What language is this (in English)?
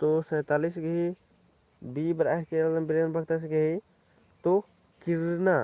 Kurukh